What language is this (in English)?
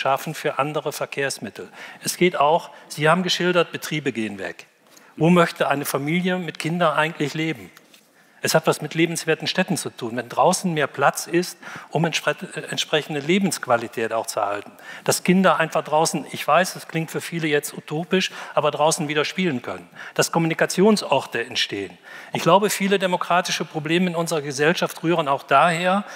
German